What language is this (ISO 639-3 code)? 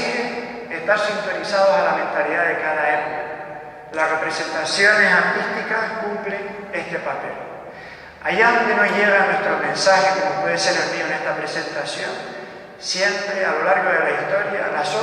spa